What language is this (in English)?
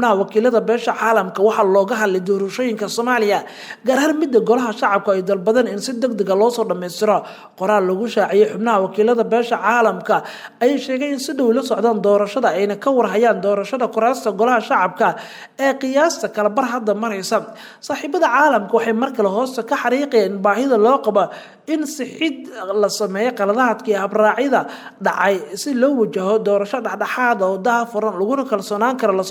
Somali